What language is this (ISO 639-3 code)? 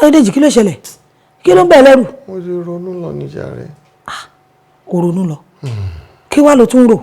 yor